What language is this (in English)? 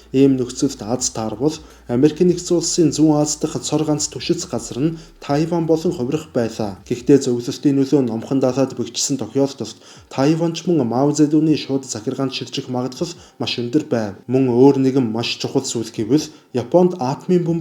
Mongolian